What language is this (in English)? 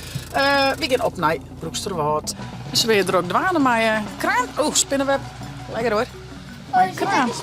Western Frisian